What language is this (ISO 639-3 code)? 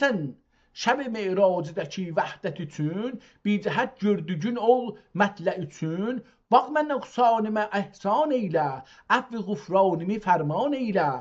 azb